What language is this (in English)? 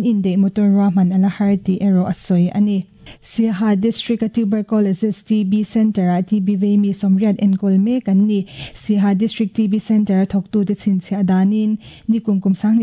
Mizo